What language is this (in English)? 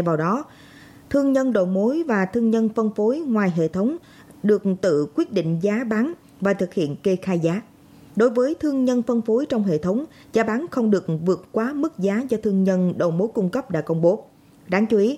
Vietnamese